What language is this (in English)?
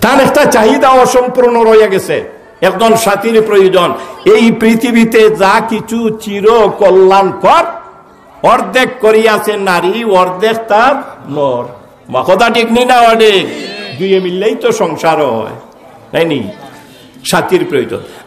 Sylheti